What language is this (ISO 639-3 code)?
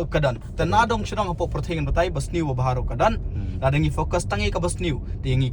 kha